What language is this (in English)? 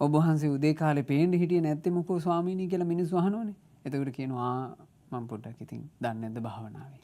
Sinhala